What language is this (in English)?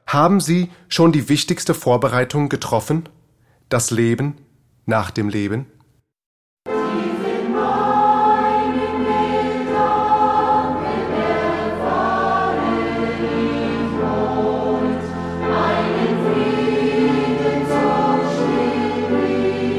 German